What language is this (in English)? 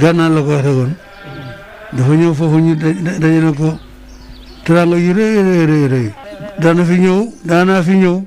Wolof